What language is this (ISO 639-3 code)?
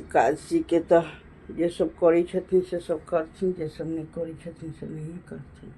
mai